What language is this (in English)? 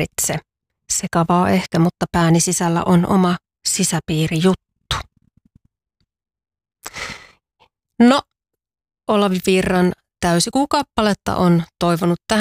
Finnish